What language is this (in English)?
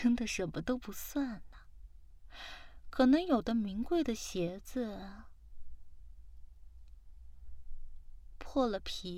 Chinese